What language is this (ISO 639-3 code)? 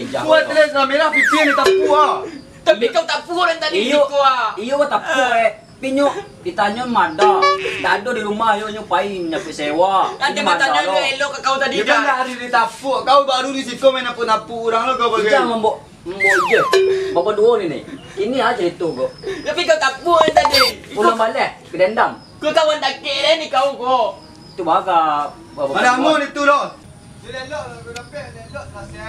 min